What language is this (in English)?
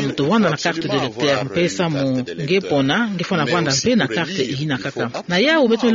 Kituba (Democratic Republic of Congo)